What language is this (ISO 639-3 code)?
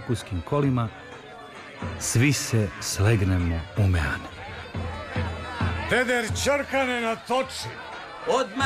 srp